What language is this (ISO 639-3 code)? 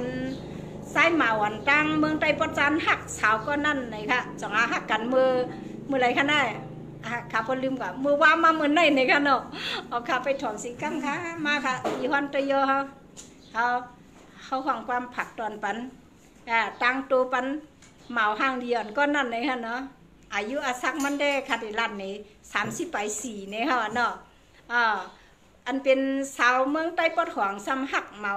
shn